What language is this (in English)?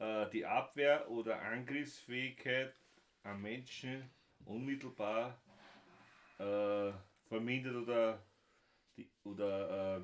Bavarian